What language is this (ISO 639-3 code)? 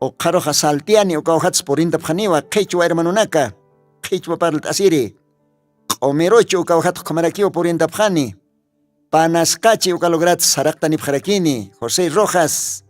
aym